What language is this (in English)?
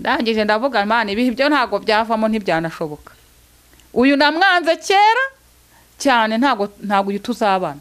Kinyarwanda